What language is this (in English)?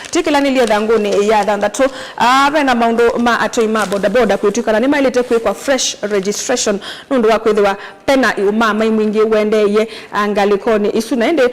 Kamba